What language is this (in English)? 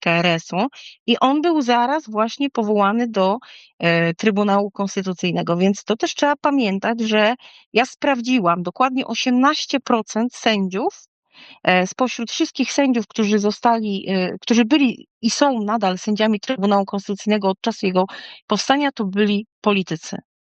Polish